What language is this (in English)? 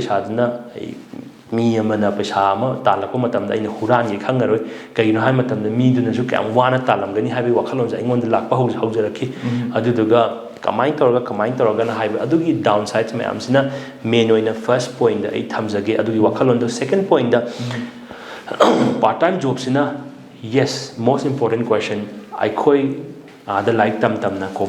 Manipuri